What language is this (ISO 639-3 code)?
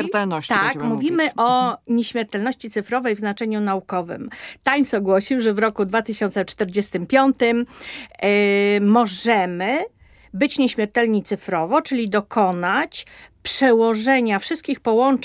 pol